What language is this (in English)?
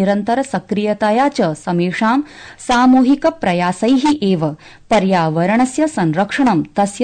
Sanskrit